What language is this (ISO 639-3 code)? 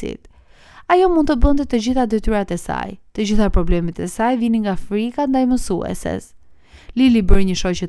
sqi